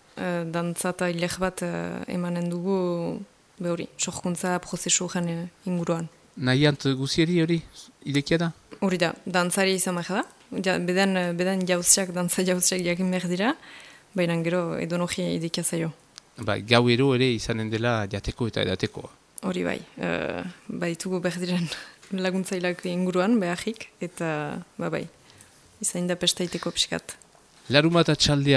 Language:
Basque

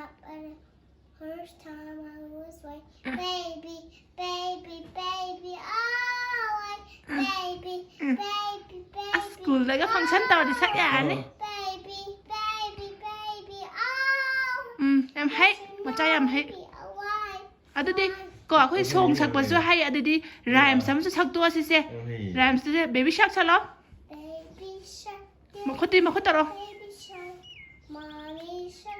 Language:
Manipuri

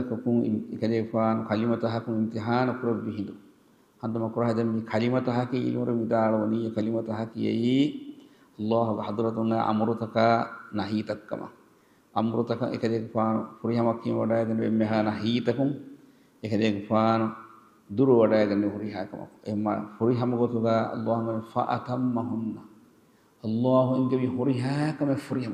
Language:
Divehi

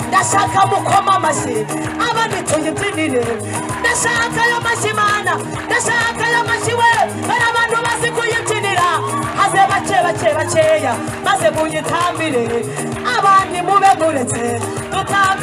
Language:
Kinyarwanda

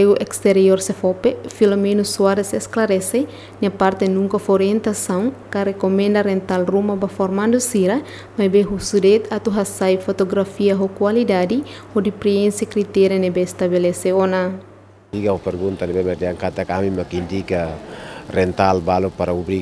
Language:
Tetum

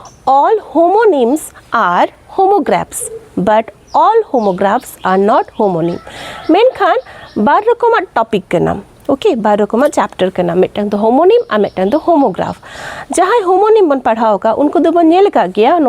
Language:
Santali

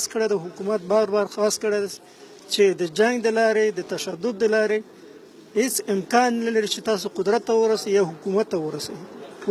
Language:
Pashto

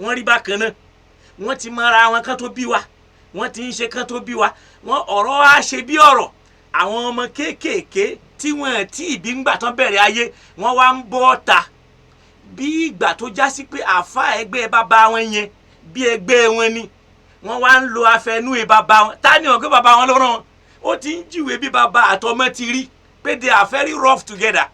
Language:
Yoruba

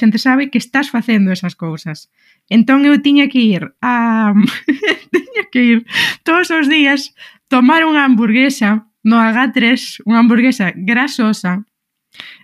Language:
Galician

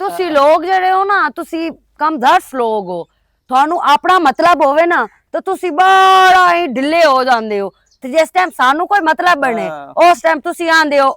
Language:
Western Panjabi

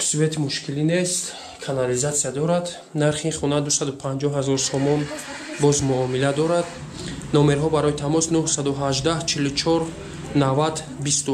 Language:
Tajik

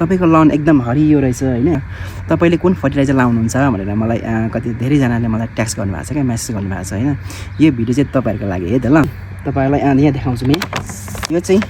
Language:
Nepali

